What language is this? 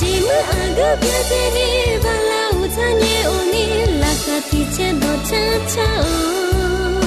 Akha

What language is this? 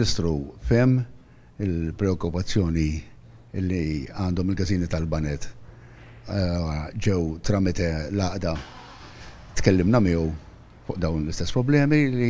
Maltese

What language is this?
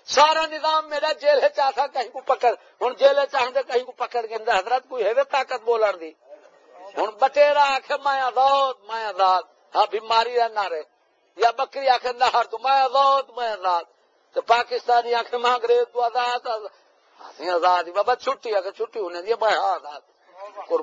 Saraiki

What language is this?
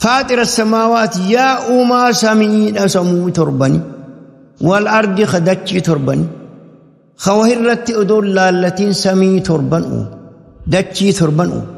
Oromo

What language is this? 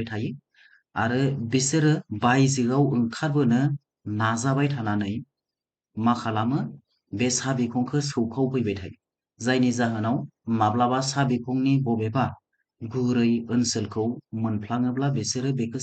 Bodo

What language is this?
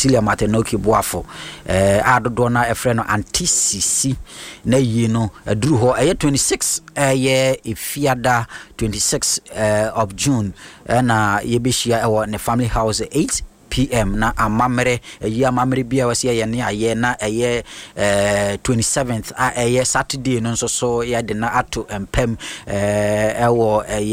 Akan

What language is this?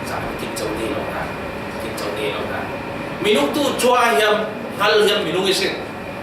Falam Chin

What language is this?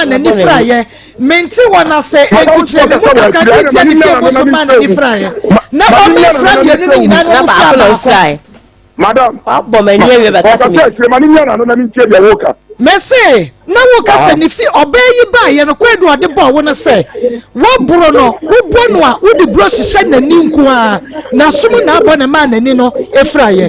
Akan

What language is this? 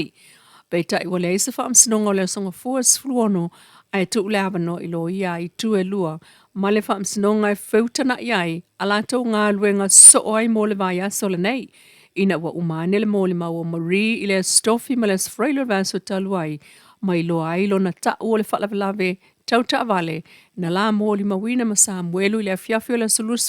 Samoan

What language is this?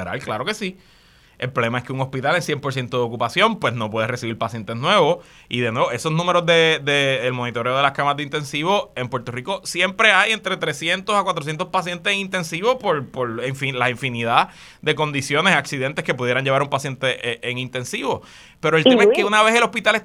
Spanish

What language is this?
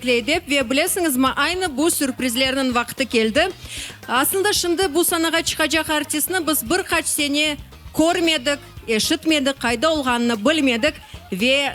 Crimean Tatar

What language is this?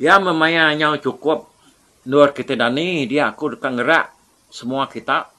Iban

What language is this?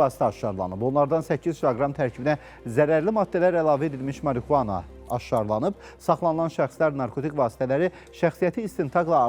Azerbaijani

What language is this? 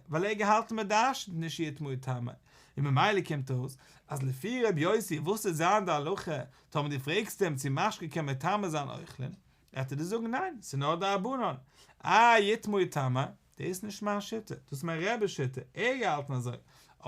Yiddish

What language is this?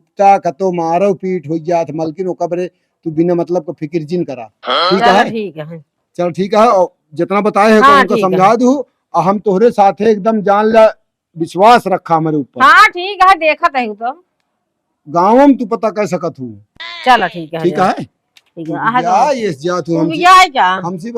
Awadhi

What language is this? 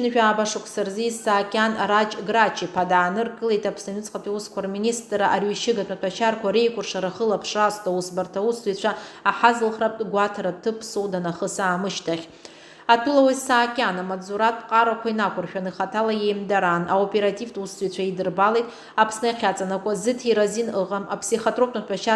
Abkhazian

